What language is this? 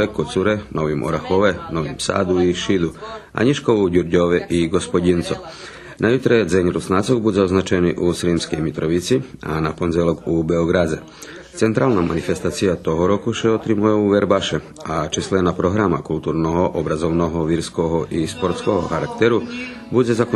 Rusyn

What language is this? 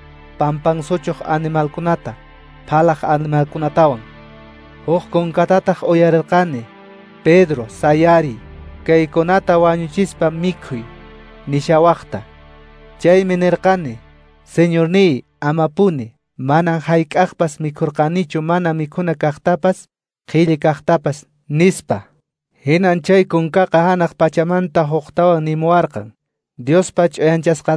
Quechua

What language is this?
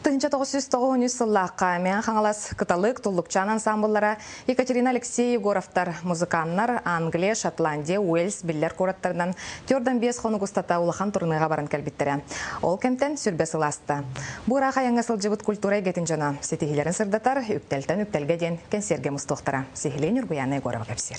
Yakut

